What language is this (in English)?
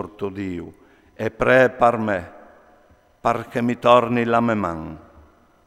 Friulian